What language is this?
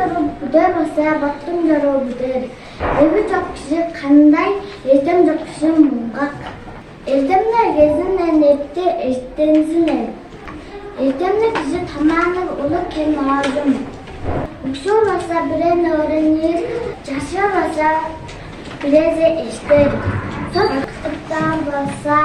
Tuvinian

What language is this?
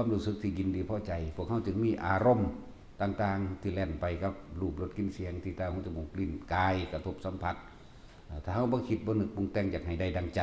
Northeastern Thai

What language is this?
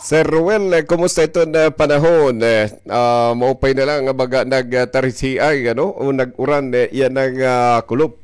Waray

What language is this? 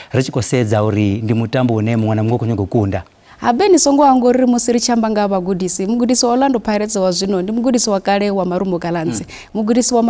Venda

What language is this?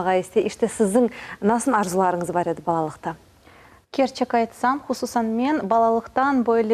Crimean Tatar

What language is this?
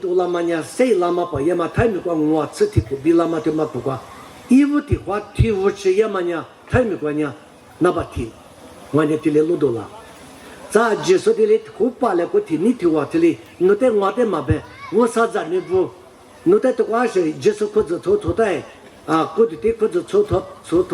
Lisu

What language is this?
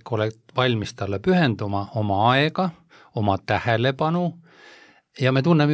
Estonian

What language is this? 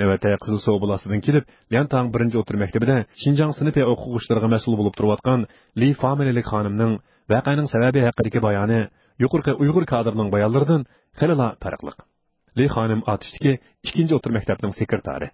Uyghur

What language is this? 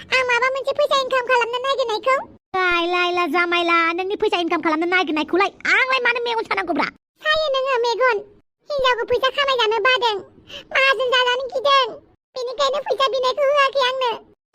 Bodo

